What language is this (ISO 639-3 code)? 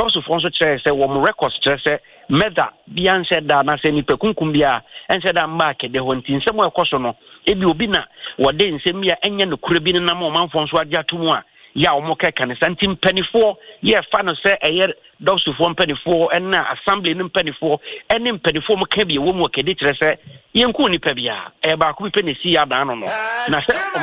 aka